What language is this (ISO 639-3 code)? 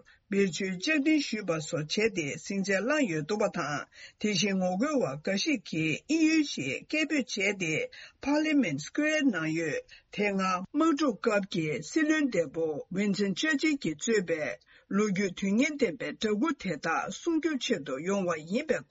bod